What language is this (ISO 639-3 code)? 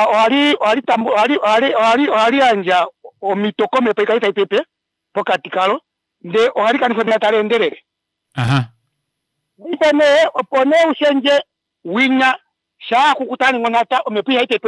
kua